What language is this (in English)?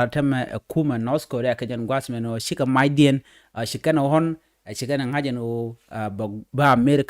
Nuer